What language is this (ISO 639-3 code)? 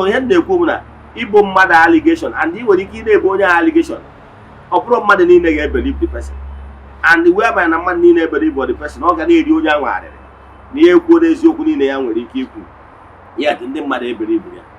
ibo